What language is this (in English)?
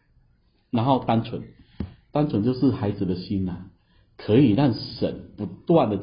Chinese